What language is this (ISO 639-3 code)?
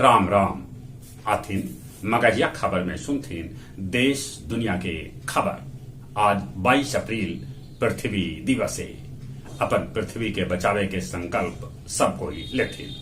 mag